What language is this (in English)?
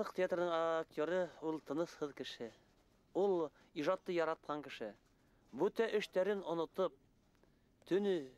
Bashkir